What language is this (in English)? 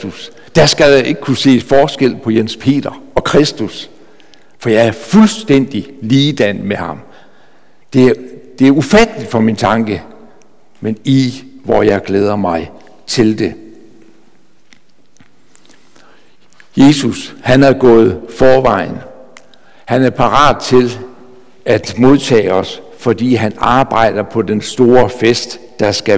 Danish